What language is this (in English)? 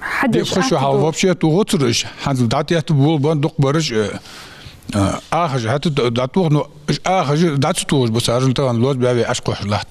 Ingush